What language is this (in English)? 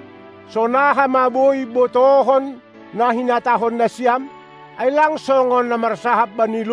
Batak Simalungun